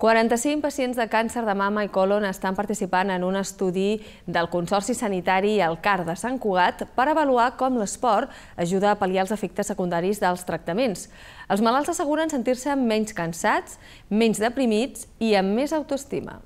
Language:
Catalan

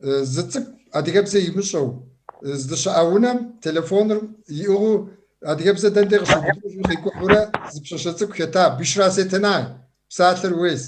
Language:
Kabardian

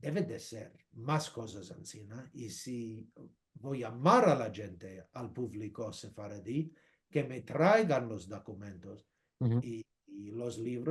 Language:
Ladino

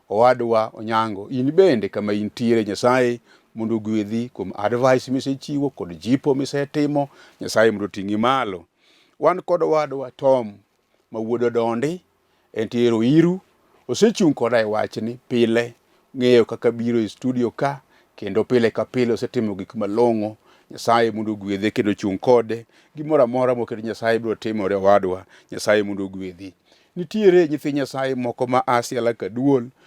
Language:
Luo (Kenya and Tanzania)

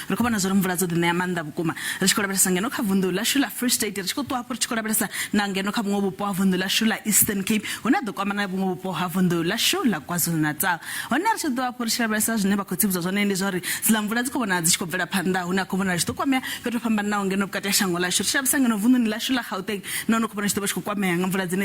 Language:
Venda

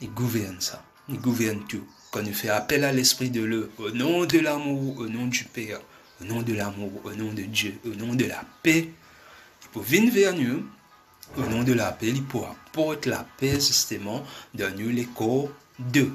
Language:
Morisyen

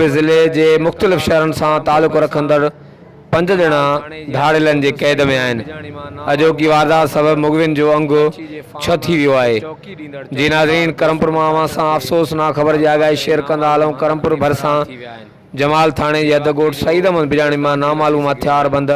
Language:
Sindhi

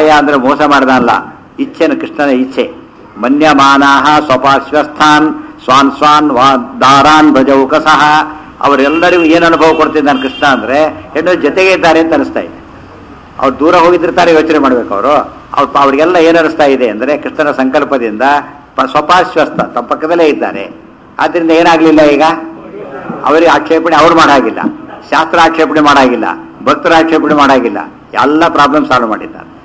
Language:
Kannada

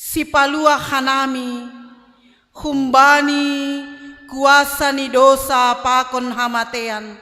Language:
Batak Simalungun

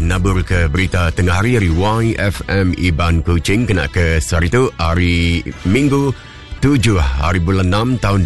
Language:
Iban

